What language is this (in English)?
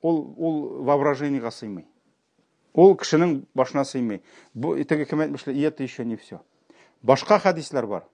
Tatar